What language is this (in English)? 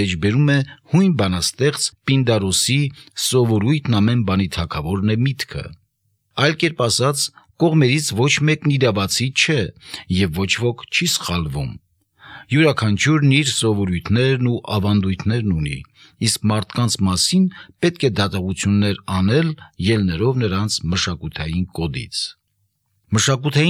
Armenian